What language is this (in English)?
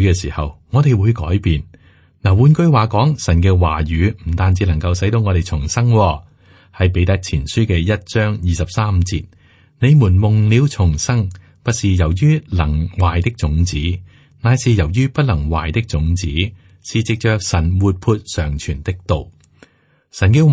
Cantonese